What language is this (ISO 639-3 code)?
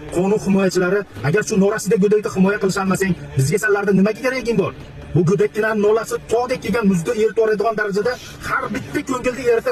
uzb